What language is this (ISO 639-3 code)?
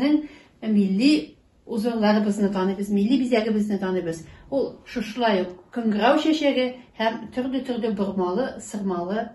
bak